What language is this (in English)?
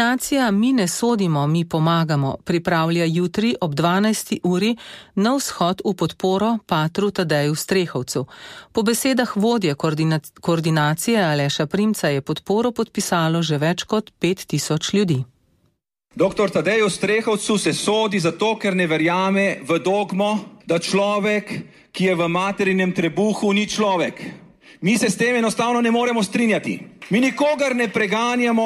Slovenian